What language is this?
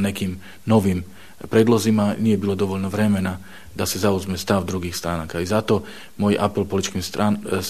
Bosnian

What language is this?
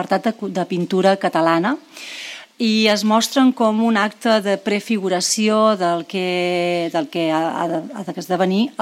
Catalan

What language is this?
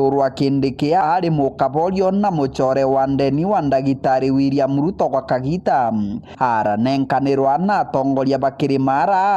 Meru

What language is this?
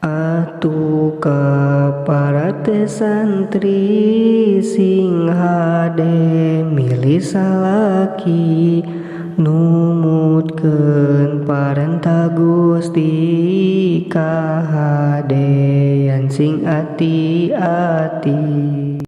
Sundanese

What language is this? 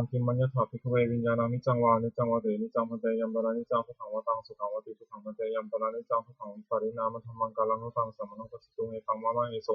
Pali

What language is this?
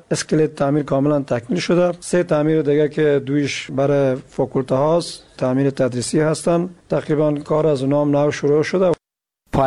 Persian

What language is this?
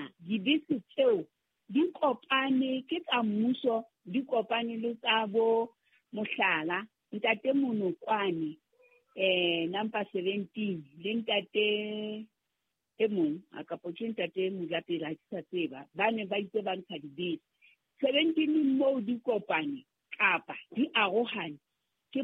Southern Sotho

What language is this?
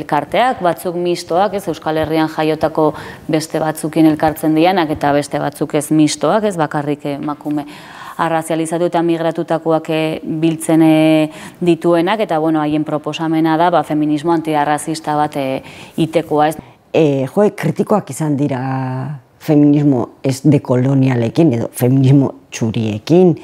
Basque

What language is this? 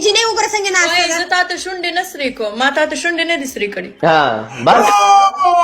Pashto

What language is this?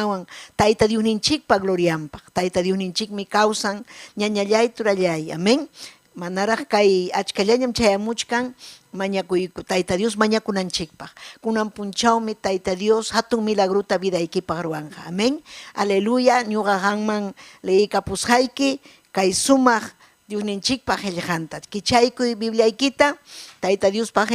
Ayacucho Quechua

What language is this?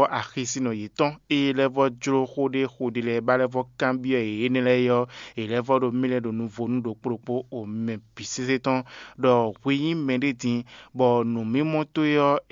Fon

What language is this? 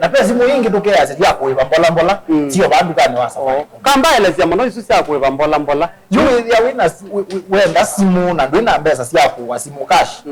Kamba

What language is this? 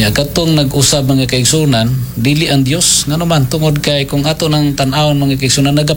Cebuano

